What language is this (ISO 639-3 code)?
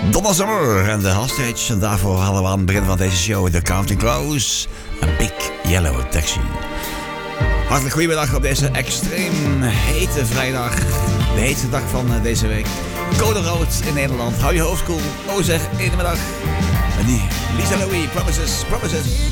nld